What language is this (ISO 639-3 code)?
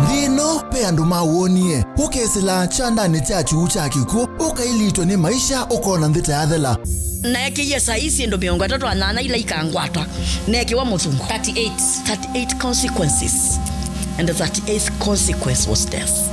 kam